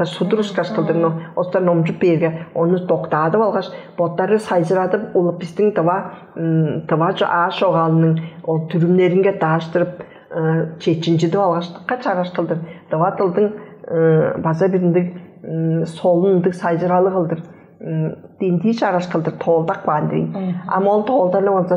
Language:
Tuvinian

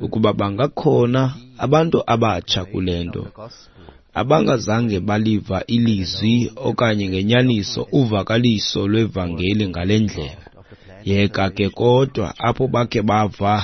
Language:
Xhosa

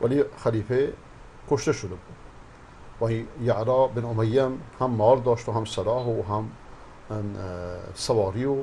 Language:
Persian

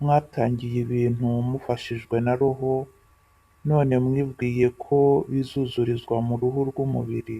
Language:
Kinyarwanda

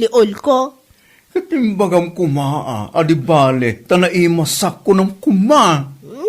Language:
Iloko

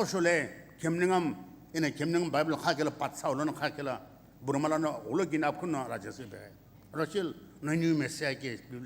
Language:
Sumi Naga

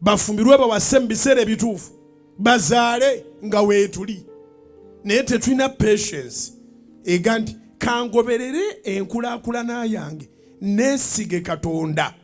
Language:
Ganda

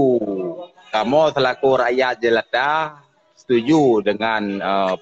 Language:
Achinese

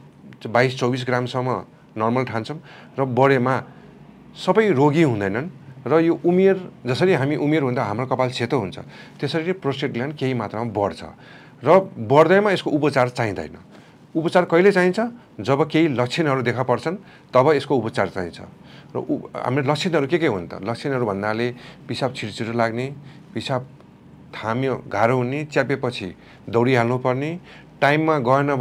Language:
Nepali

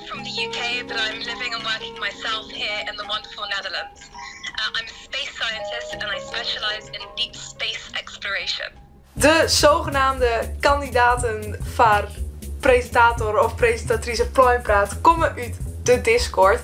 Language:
Western Frisian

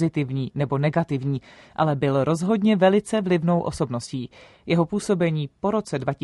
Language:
Czech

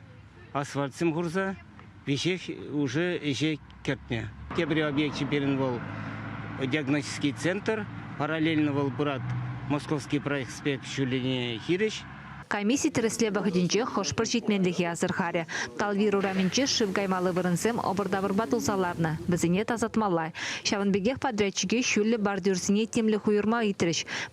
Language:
Chuvash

